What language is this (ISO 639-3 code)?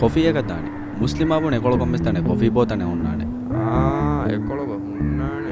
div